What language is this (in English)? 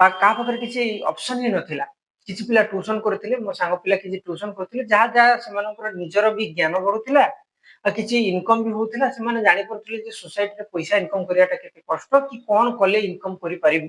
Odia